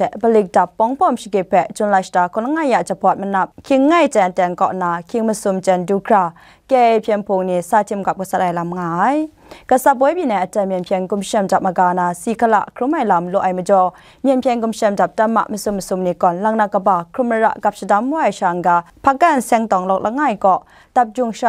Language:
Kachin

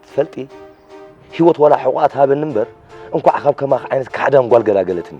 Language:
Tigrinya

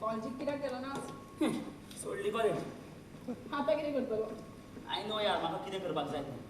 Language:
Konkani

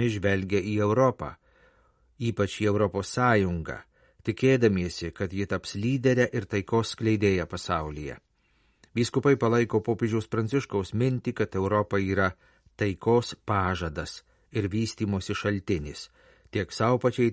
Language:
Lithuanian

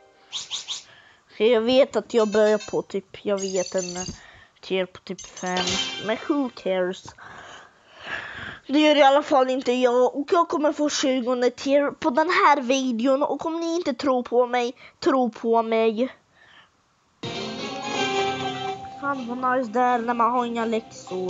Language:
Swedish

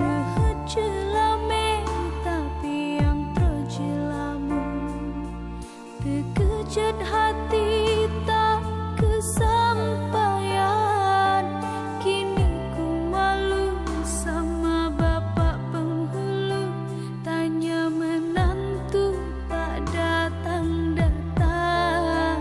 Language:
Achinese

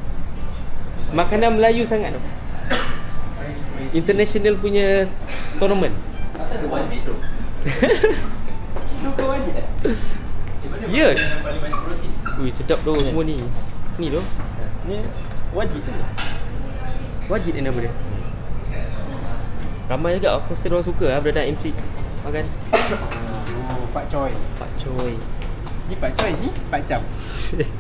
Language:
Malay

